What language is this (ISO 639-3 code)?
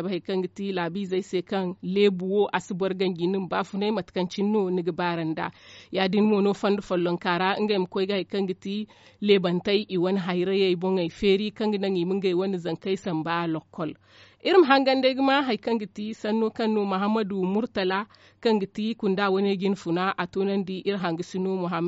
dje